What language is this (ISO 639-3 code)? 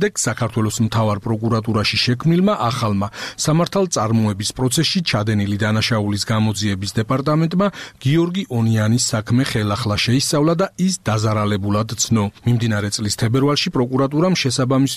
kat